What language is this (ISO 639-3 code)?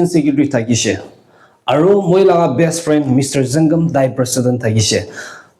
nag